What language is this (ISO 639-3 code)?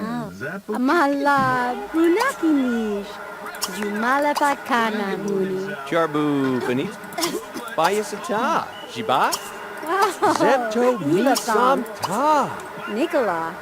bar